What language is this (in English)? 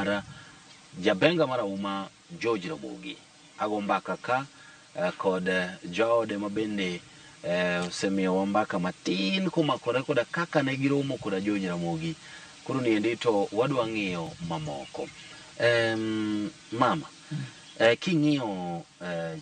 Luo (Kenya and Tanzania)